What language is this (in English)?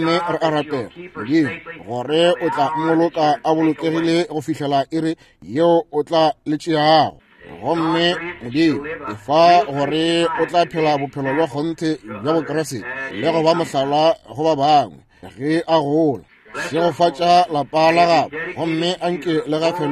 Northern Sotho